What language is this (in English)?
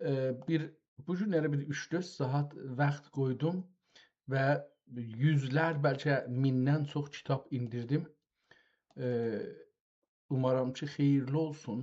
South Azerbaijani